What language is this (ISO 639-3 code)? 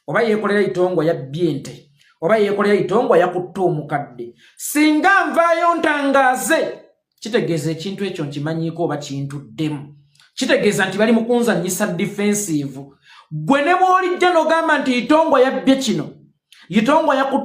lug